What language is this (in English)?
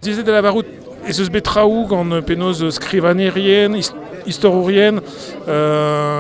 Breton